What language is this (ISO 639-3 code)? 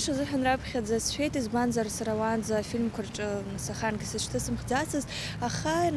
abk